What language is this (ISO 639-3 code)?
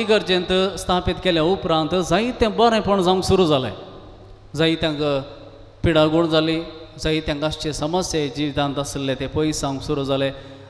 kok